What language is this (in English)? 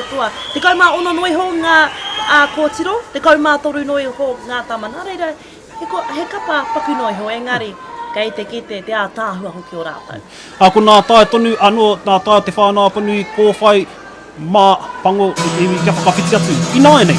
Māori